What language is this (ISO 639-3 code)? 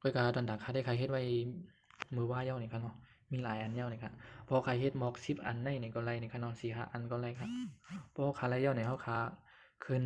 shn